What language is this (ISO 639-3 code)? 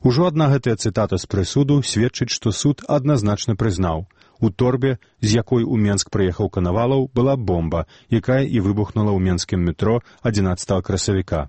bel